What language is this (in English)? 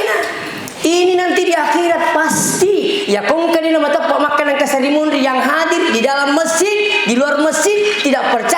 Buginese